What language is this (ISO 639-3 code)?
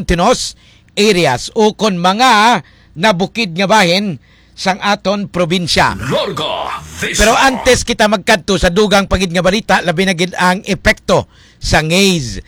hil